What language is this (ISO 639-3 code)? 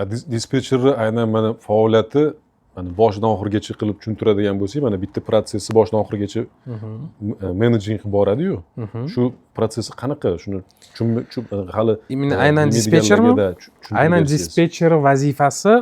uzb